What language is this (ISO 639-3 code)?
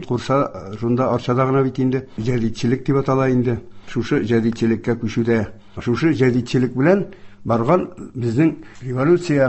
tat